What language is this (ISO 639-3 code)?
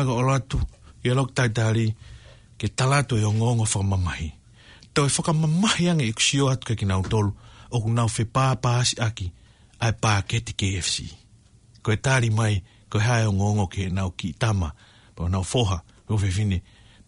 ton